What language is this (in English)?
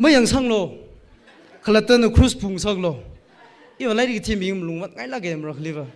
Tangkhul Naga (India)